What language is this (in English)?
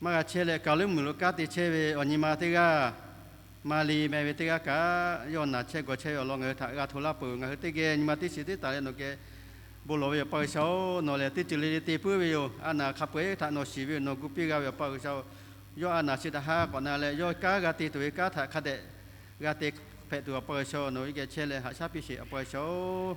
Lahu